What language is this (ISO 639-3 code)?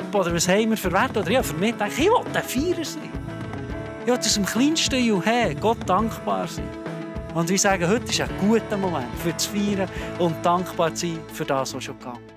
gsw